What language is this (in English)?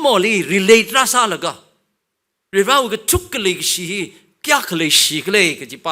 Tangkhul Naga (India)